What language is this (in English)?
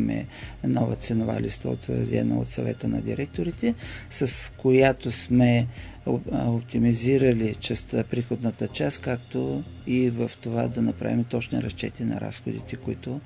Bulgarian